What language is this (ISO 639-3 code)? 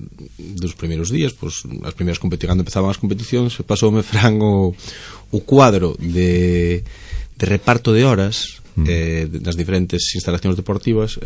glg